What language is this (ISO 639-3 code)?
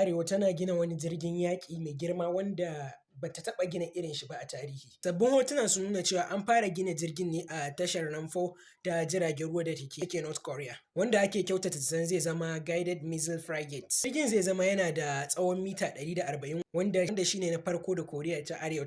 hau